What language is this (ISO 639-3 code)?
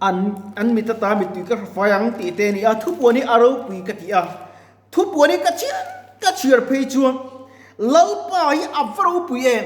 lus